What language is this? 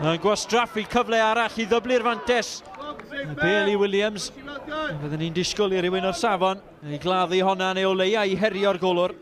Welsh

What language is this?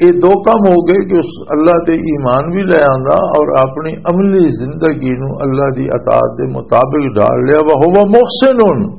Western Panjabi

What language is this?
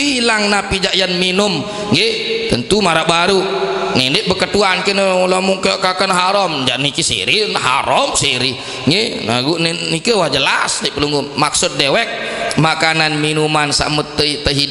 Sasak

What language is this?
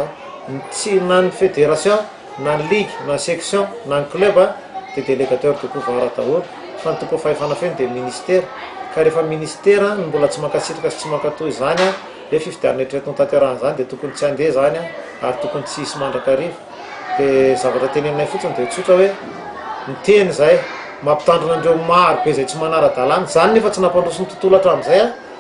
Malagasy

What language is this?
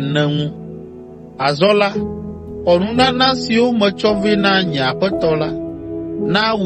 Ewe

